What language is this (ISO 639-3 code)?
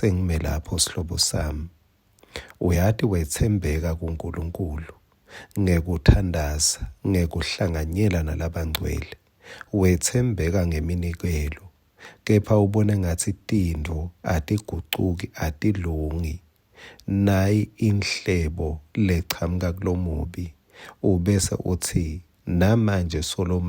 ssw